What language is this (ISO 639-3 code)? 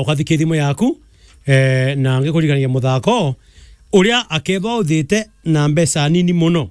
mer